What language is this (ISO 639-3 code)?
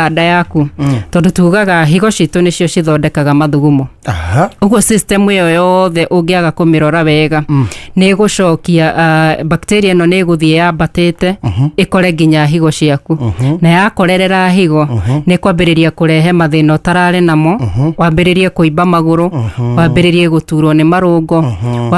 kik